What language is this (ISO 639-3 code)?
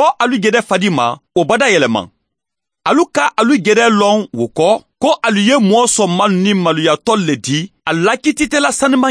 man